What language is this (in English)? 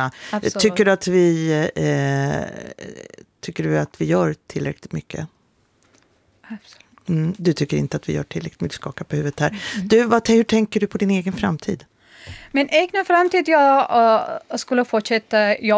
Swedish